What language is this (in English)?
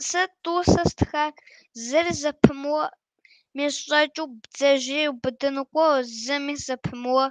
Kabardian